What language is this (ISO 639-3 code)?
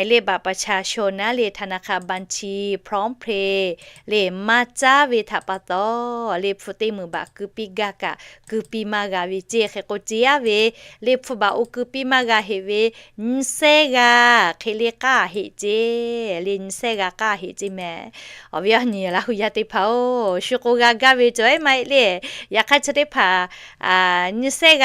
lhu